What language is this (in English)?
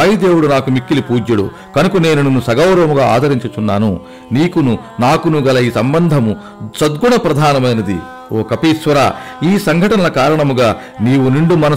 Telugu